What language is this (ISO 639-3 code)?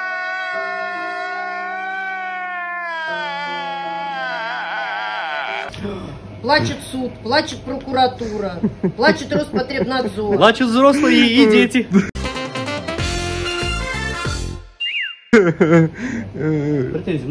rus